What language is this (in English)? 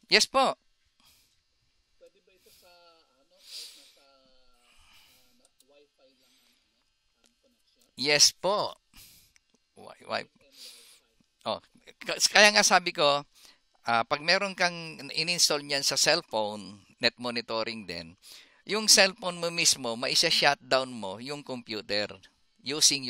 Filipino